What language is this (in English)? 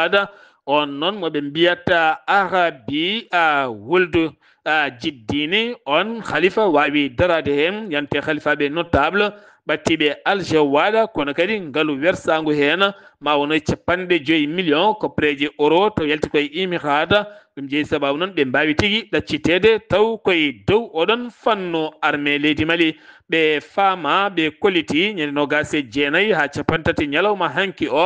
Fula